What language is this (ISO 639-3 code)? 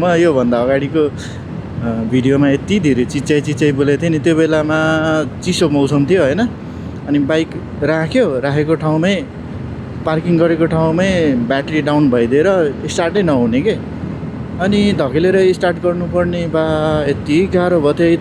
nep